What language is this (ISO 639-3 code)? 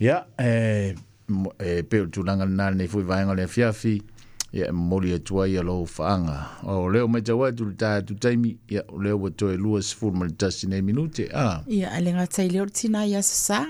smo